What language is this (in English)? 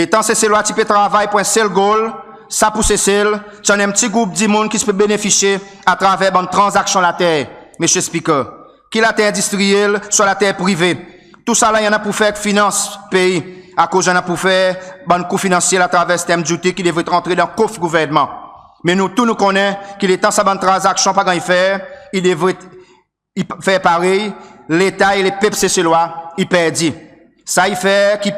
Seselwa Creole French